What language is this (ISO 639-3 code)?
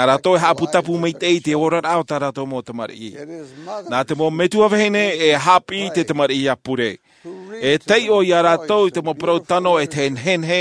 tah